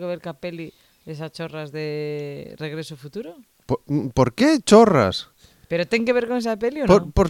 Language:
Galician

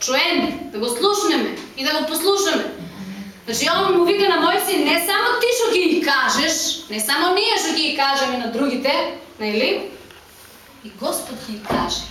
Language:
Macedonian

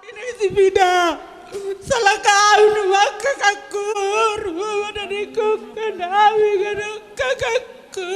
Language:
Batak Simalungun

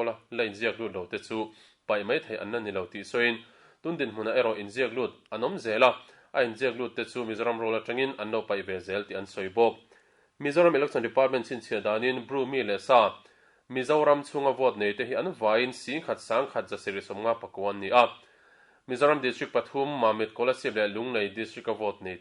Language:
Mizo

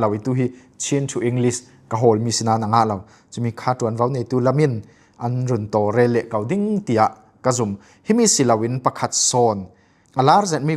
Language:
Falam Chin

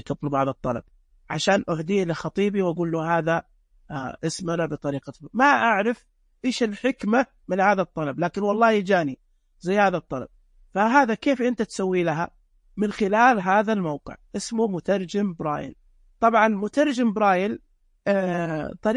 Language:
Najdi Arabic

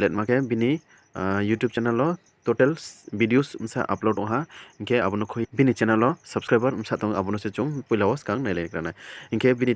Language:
Riang (India)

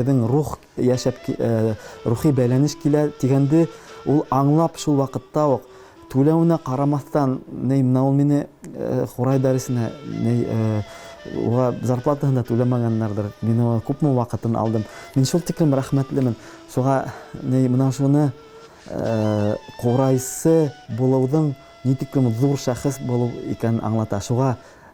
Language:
Bashkir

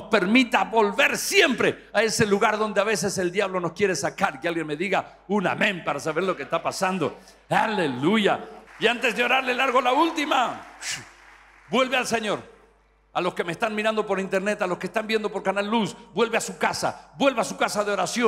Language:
Spanish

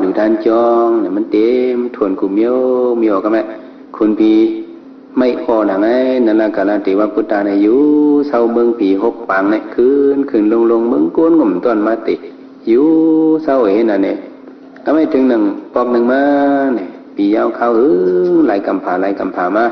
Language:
Shan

